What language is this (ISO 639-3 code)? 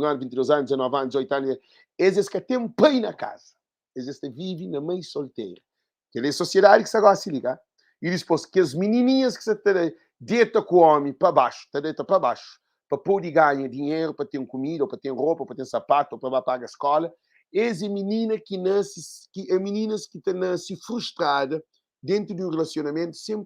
kea